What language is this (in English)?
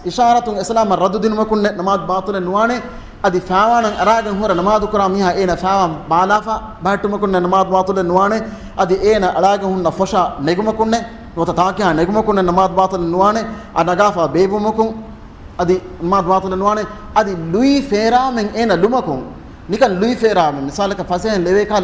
Divehi